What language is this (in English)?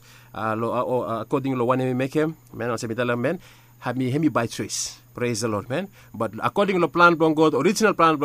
Bislama